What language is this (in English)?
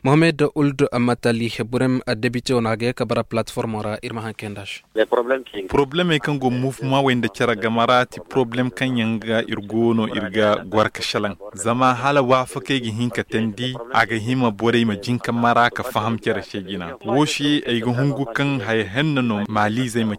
Zarma